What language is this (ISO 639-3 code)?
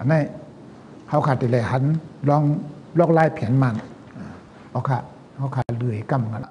shn